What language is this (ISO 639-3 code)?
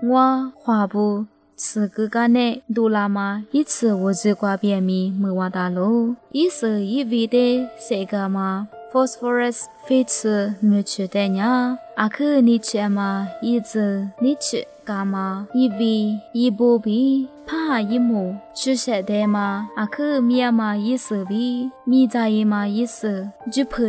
lis